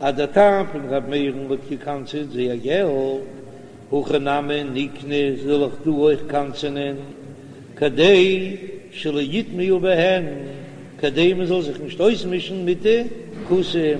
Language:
Yiddish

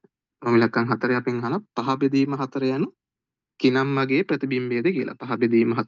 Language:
Sinhala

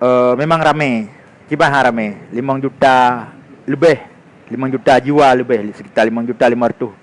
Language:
Achinese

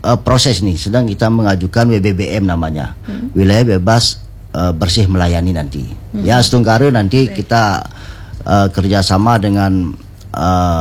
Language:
Indonesian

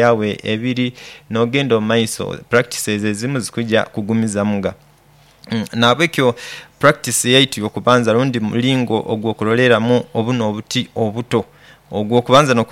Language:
Nyoro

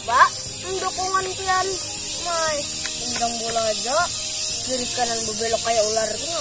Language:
Banjar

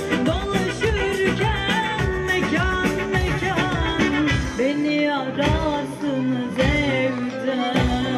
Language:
Turkish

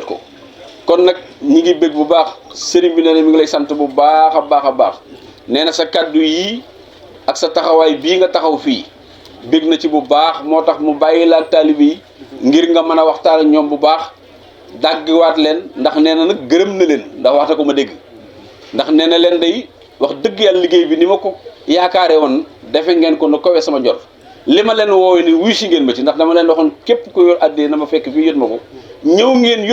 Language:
Wolof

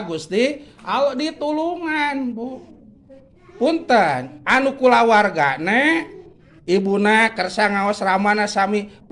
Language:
Sundanese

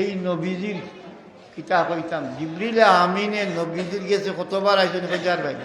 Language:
Sylheti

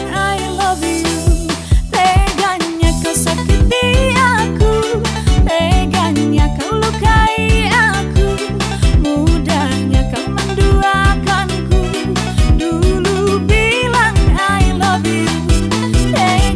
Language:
Indonesian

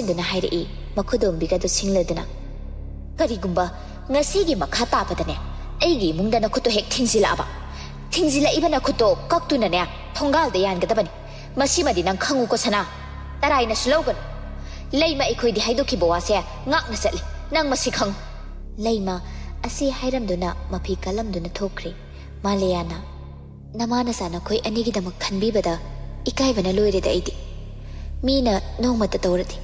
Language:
Manipuri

